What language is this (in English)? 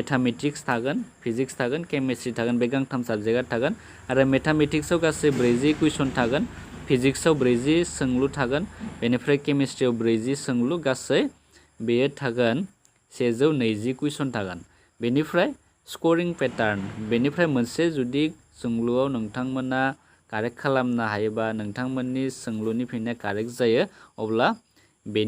Bodo